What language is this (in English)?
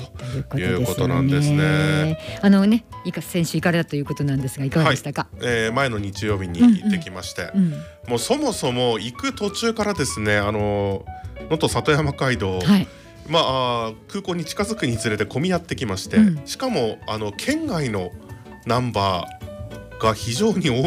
Japanese